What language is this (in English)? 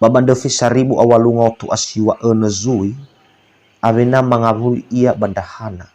Nias